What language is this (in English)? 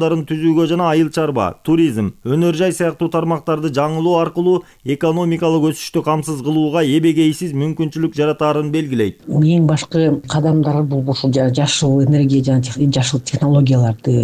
Kyrgyz